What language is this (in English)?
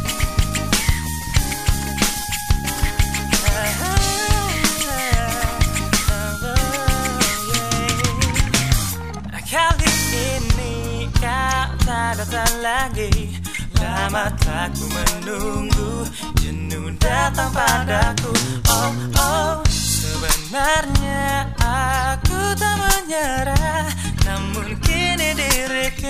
Indonesian